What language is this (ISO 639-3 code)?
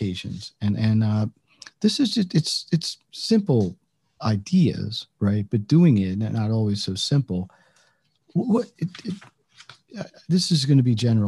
eng